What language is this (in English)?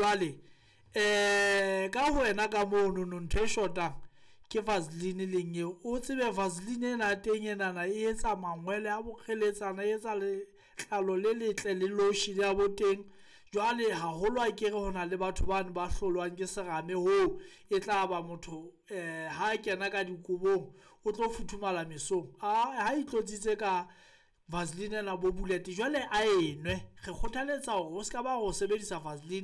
Southern Sotho